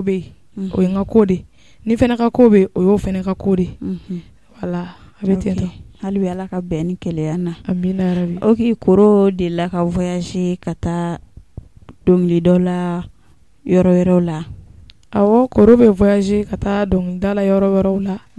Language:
Bambara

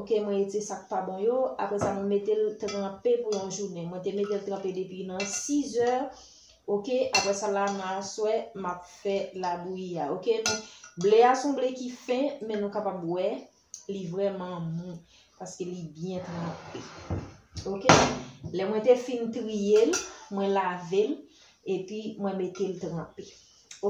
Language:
Haitian Creole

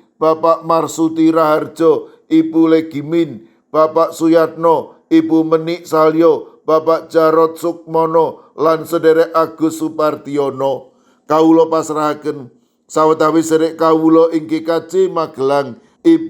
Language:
Javanese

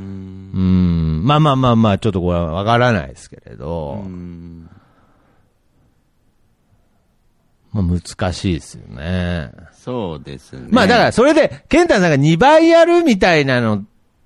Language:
Japanese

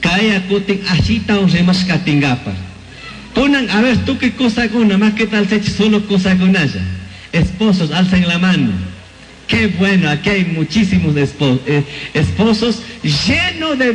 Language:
Chimborazo Highland Quichua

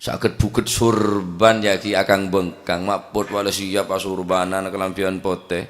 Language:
Madurese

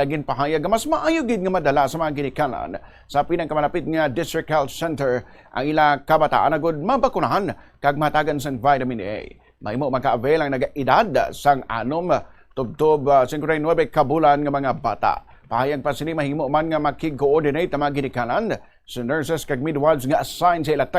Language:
Hiligaynon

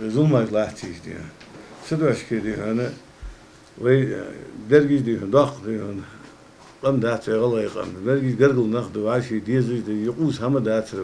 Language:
Ingush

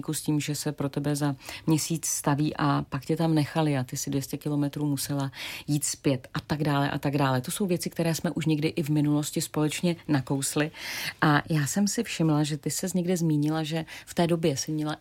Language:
Czech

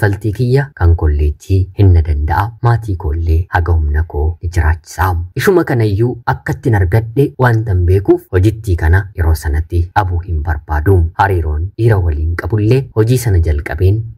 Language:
Oromo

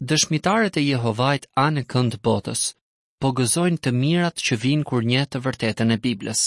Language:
Albanian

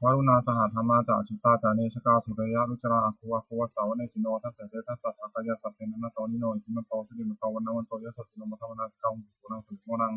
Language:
Pali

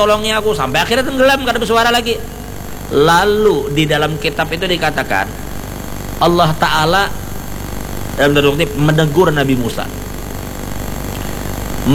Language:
Indonesian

